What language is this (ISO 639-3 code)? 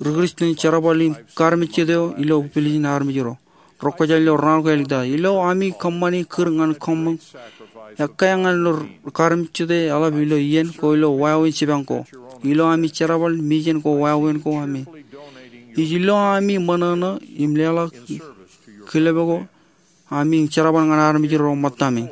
mah